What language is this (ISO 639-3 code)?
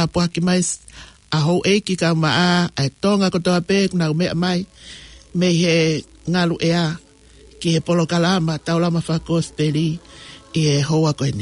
ton